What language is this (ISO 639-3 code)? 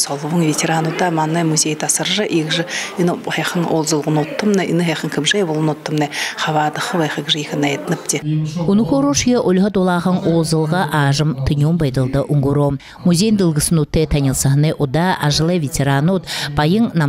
bua